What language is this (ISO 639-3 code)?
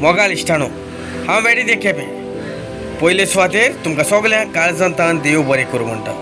kok